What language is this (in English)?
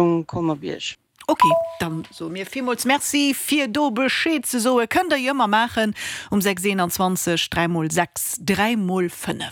Luxembourgish